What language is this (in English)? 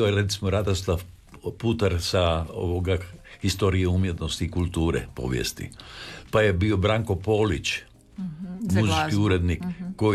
Croatian